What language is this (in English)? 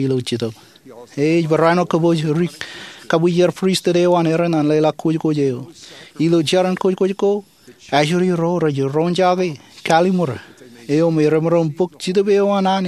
Marshallese